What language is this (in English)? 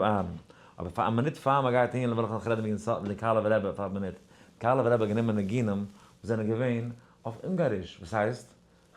Yiddish